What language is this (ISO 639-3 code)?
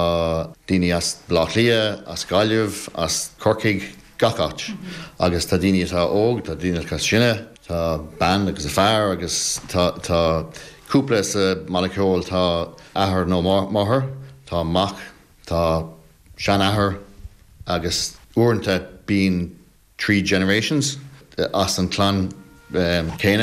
gle